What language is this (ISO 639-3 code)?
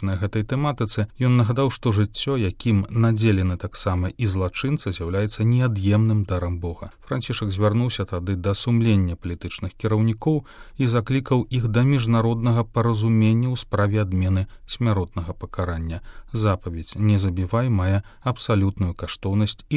bel